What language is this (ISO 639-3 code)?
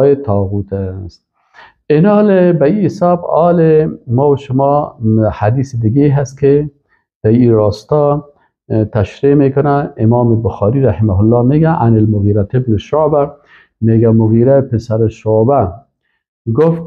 fas